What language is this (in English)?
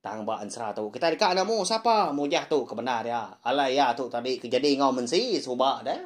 Iban